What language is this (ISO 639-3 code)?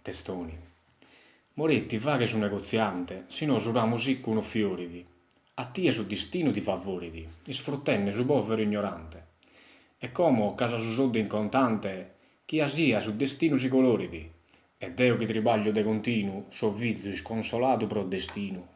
srd